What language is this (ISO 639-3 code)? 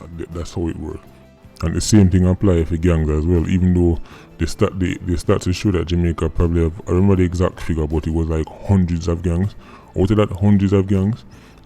jam